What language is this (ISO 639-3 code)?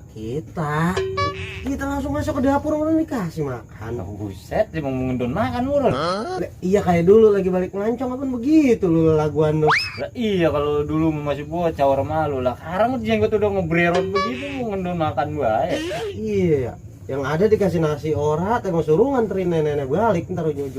bew